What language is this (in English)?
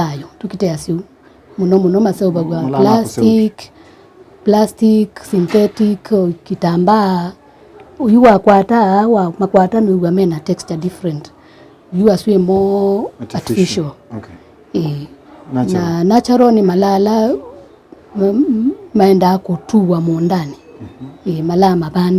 Kamba